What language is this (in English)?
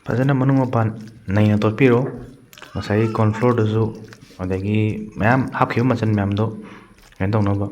Manipuri